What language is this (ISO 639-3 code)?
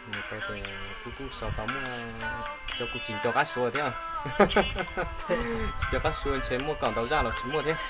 hmn